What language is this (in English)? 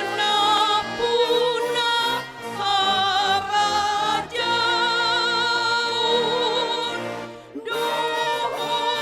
Batak Toba